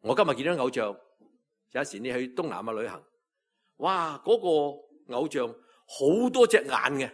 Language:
Cantonese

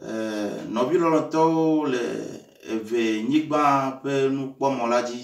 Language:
Ewe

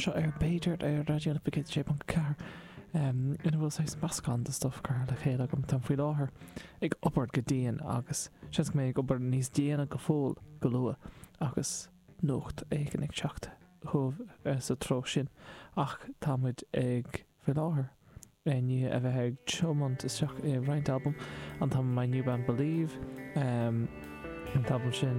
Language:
Irish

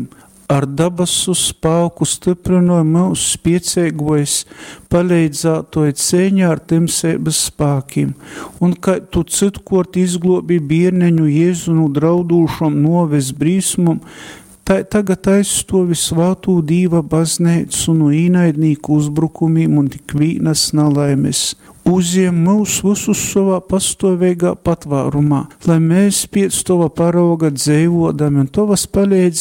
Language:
Latgalian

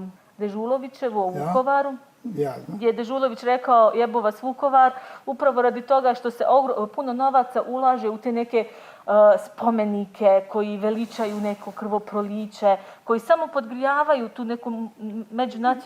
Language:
Bosnian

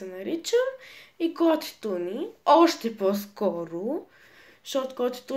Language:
Bulgarian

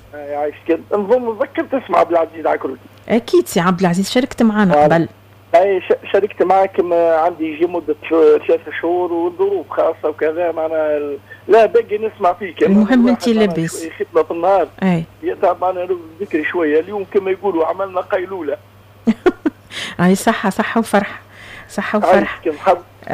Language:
Tunisian Arabic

